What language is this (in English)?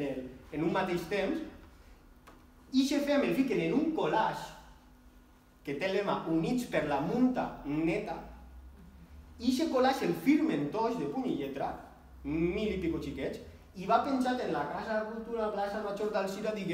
Catalan